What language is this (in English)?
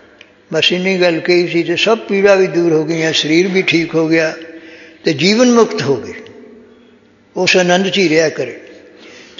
Punjabi